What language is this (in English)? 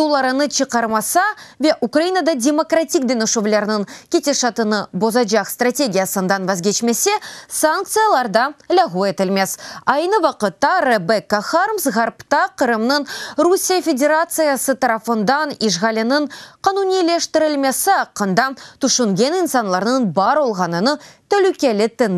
Crimean Tatar